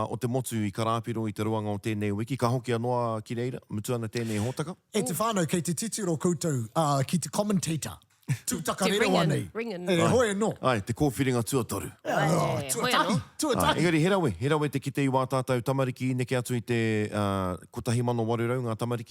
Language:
Māori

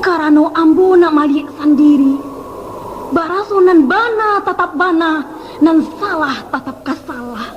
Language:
Minangkabau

